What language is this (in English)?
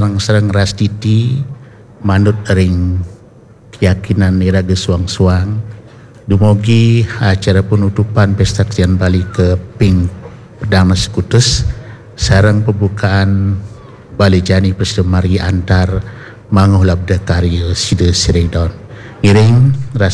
Balinese